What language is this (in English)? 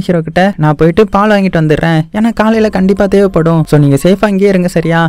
Tamil